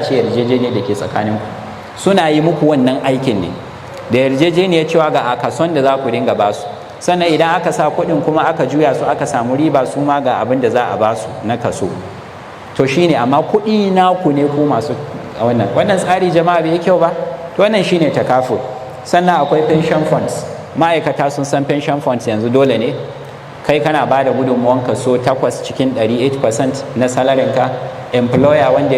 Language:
Hausa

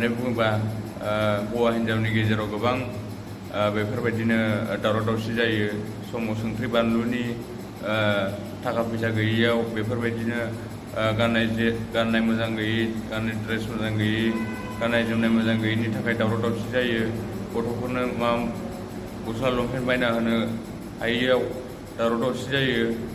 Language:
Bodo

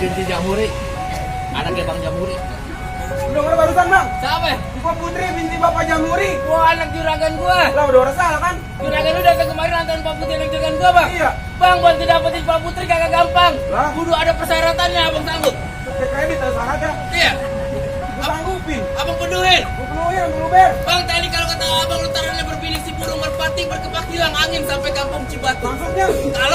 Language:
Betawi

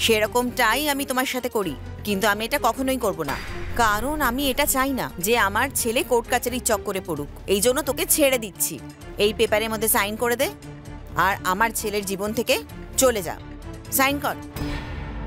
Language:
Bangla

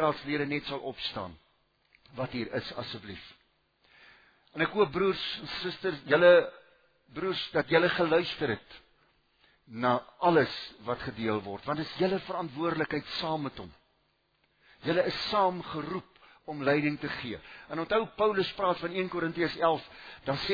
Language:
Afrikaans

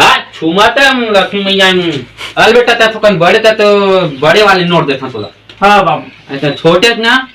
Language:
Chhattisgarhi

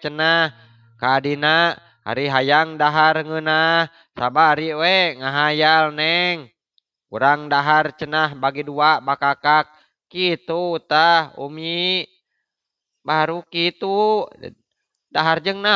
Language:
Sundanese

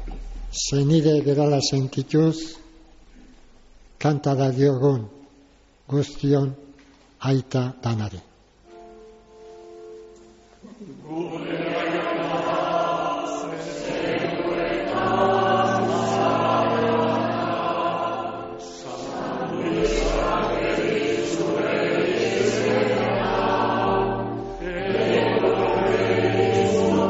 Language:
Basque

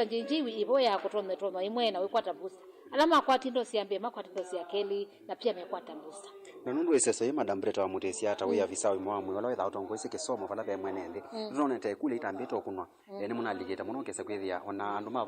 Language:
Kamba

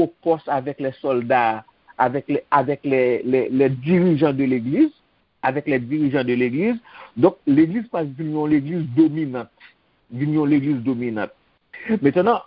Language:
Haitian Creole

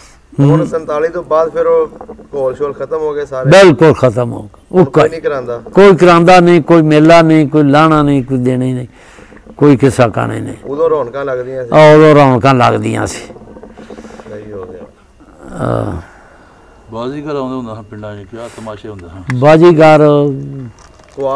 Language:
Punjabi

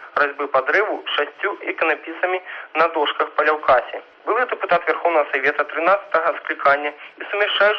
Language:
Belarusian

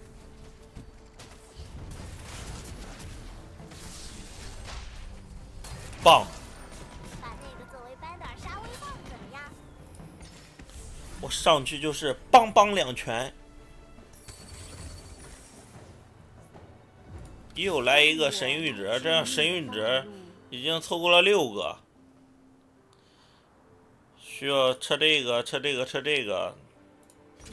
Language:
Chinese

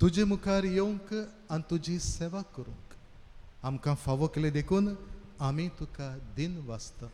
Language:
Konkani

